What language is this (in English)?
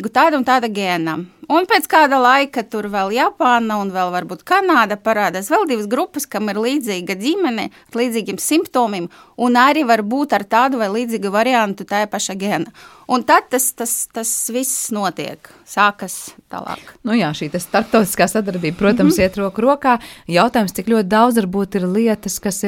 Latvian